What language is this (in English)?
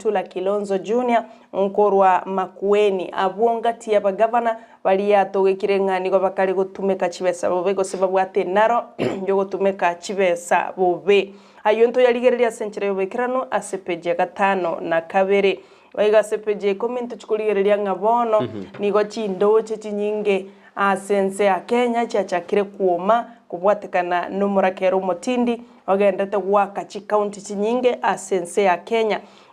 Gusii